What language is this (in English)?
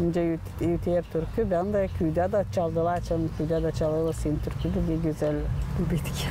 Gagauz